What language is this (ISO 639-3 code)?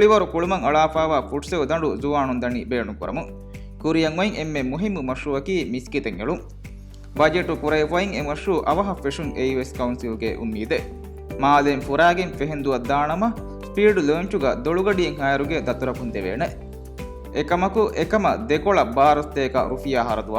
div